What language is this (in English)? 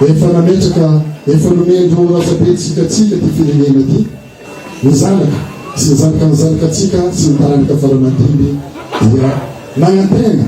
Malagasy